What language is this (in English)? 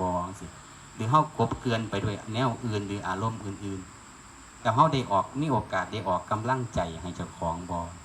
Northeastern Thai